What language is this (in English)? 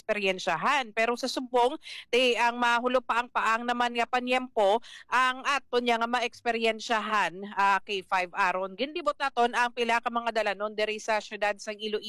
Hiligaynon